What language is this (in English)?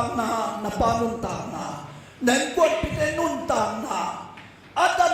Tedim Chin